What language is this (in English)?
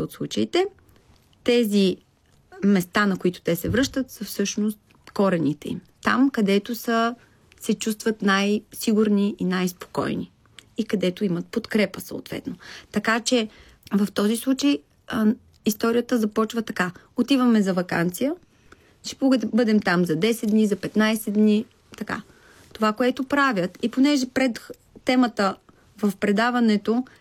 Bulgarian